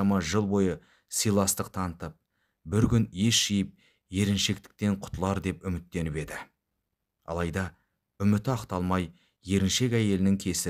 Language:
Kazakh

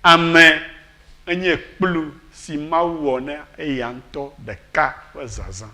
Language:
Ewe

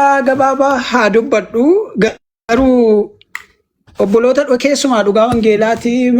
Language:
Oromo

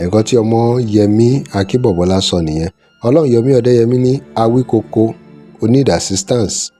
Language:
Yoruba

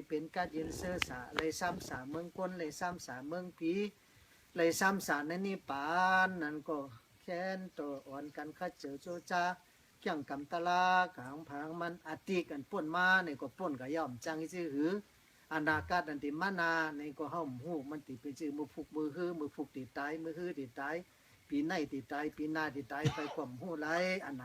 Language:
Shan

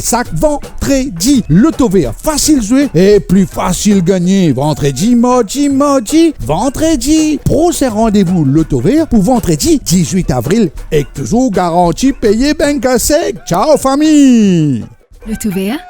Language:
Morisyen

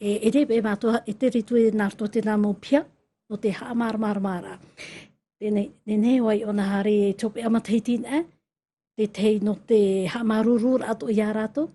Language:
Tahitian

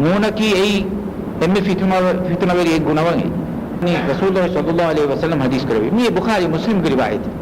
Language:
Divehi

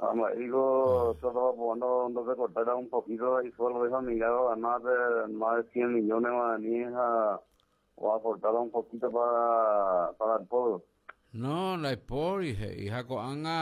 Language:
Guarani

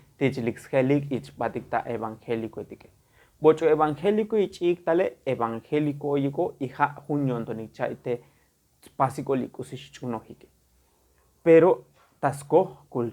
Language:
Tzotzil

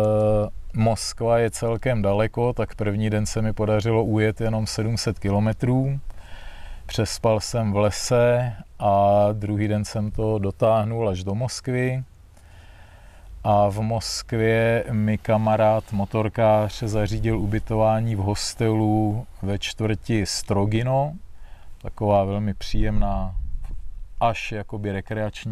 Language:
Czech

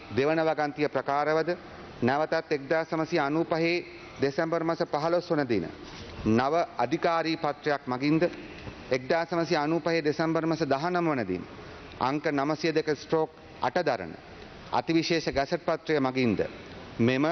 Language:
Sinhala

